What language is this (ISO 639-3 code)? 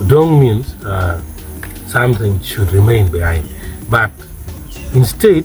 ach